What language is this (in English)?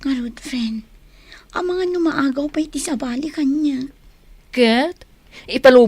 Iloko